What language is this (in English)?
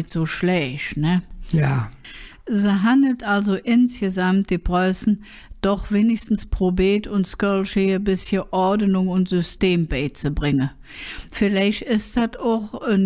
Colognian